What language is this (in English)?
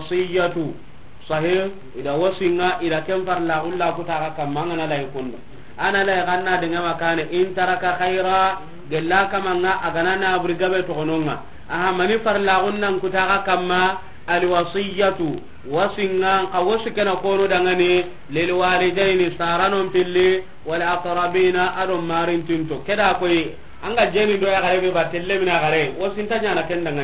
Soninke